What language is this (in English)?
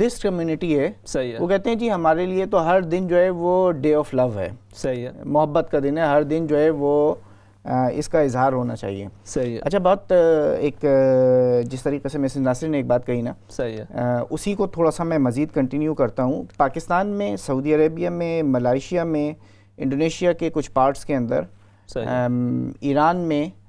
Urdu